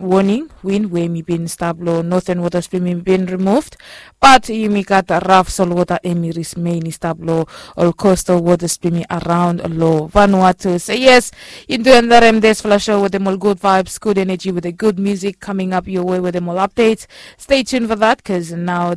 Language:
Bislama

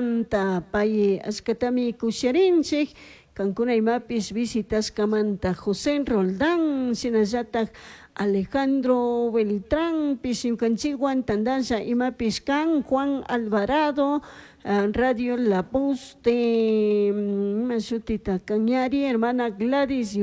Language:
Chimborazo Highland Quichua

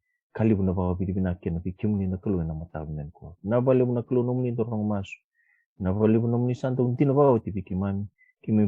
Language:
Fijian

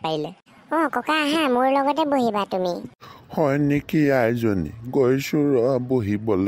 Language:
Assamese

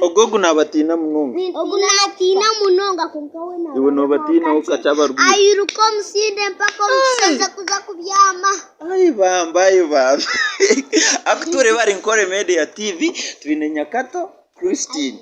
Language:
Nyankole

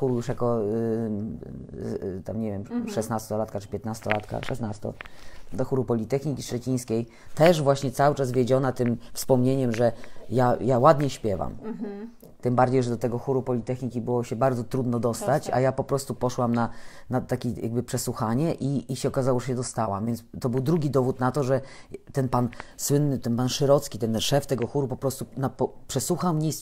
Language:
Polish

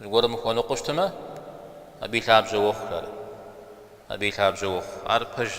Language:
Kabardian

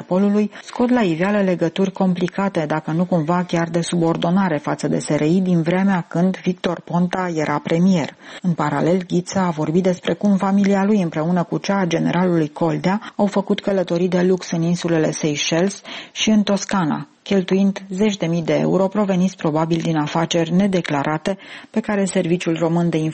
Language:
Romanian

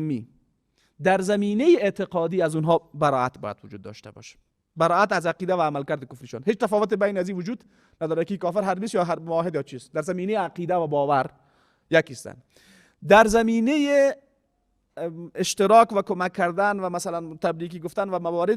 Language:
Persian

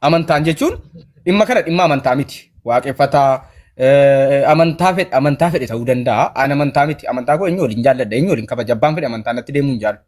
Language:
Oromo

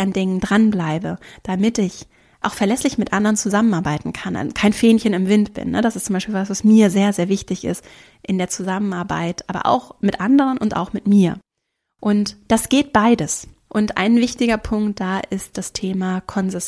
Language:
German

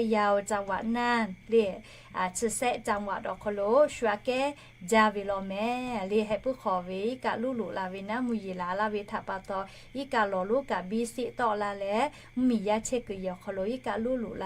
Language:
Lahu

